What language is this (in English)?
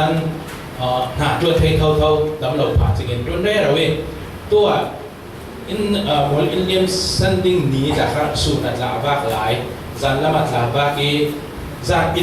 Falam Chin